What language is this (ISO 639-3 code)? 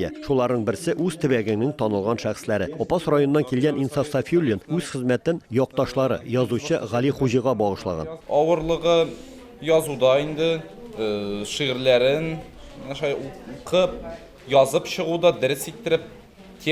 tat